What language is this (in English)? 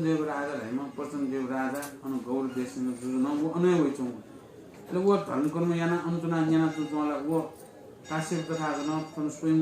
Newari